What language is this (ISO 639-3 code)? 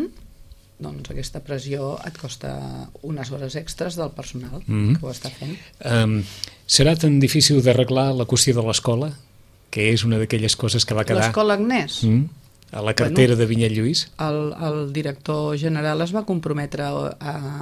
cat